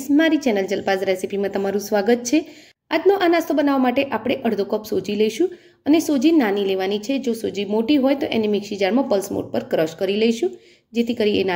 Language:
Gujarati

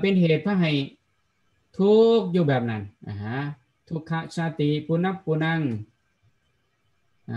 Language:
Thai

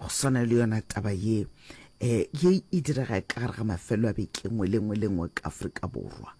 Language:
Northern Sotho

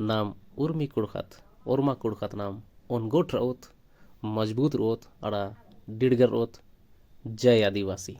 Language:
Kurukh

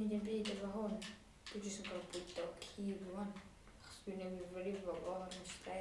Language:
Welsh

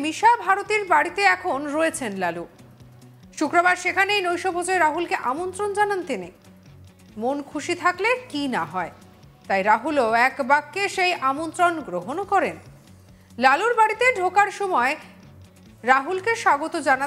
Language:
Bangla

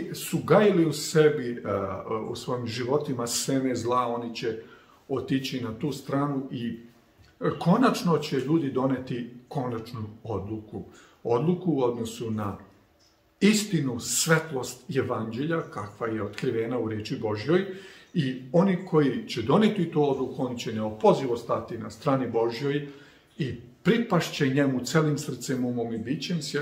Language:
Serbian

